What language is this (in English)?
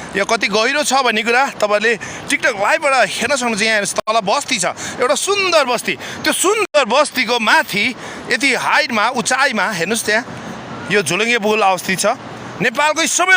Nepali